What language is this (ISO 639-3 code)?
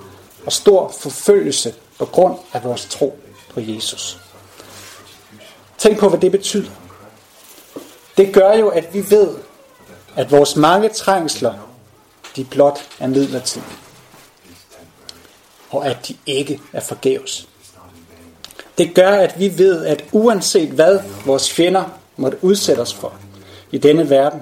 dan